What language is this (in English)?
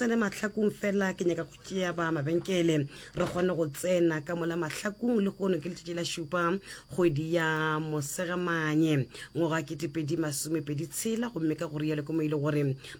Northern Sotho